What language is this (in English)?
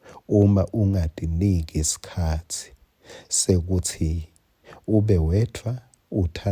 Swati